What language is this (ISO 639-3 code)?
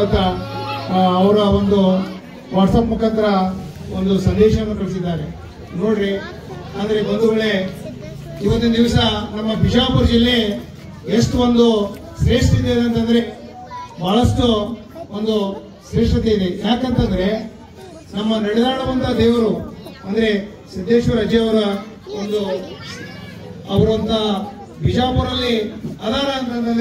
kan